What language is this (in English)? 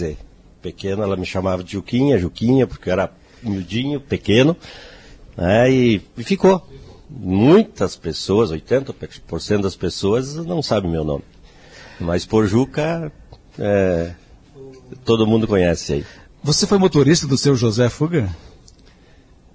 Portuguese